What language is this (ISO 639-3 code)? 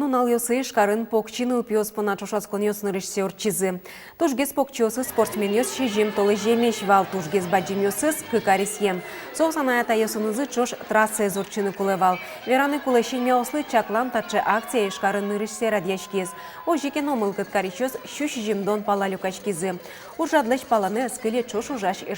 udm